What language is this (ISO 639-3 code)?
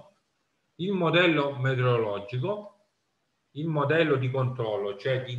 ita